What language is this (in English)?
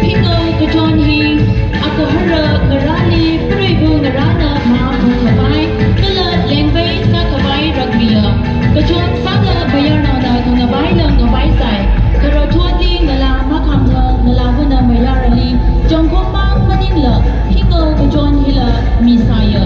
Tangkhul Naga (India)